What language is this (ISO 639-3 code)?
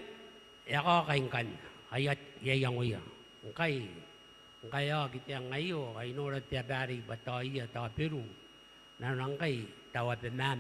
gil